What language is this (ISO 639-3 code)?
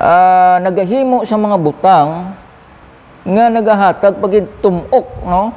hil